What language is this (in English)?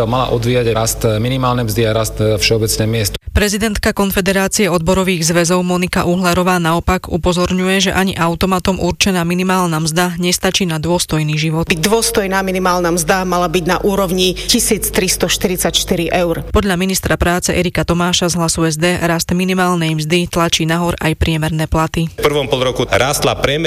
Slovak